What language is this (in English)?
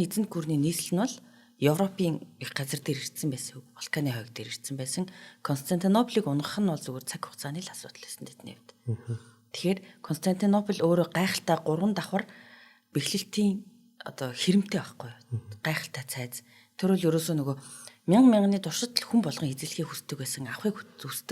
Mongolian